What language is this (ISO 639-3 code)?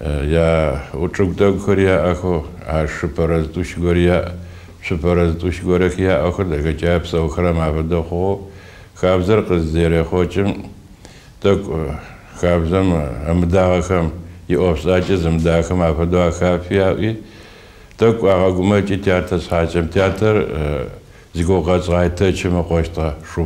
kbd